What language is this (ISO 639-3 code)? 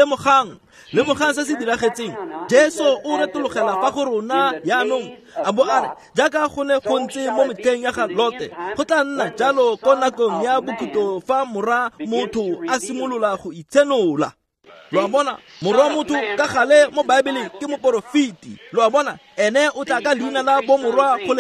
tsn